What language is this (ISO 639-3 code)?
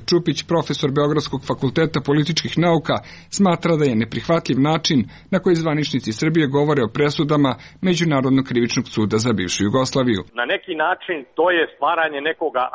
srp